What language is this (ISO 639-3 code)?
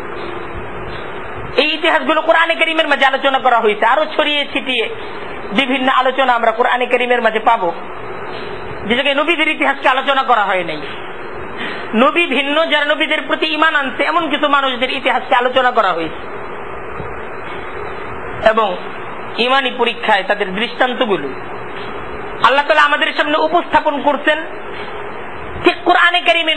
ben